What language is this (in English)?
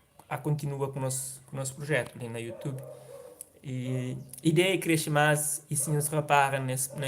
Kabuverdianu